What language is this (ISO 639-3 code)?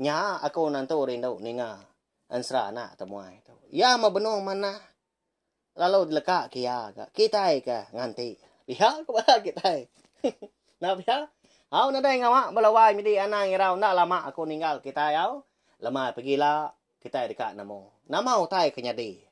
iba